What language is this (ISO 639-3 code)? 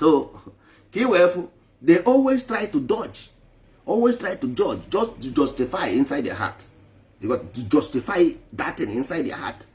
ibo